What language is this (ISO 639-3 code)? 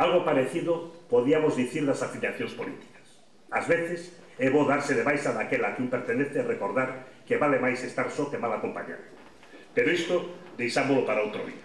glg